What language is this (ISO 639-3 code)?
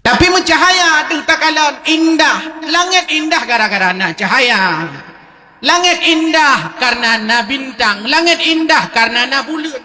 ace